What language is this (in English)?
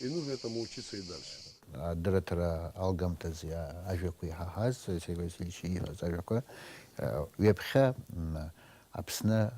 Abkhazian